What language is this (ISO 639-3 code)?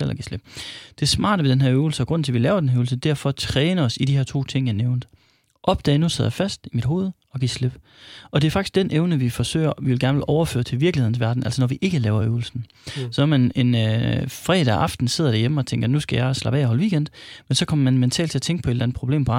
dan